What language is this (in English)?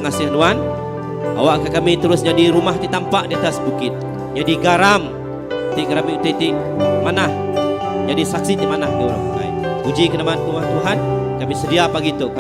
Iban